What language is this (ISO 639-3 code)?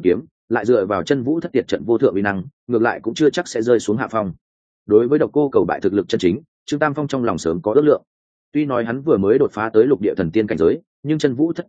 vie